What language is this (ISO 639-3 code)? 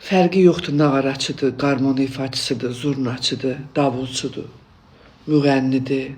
aze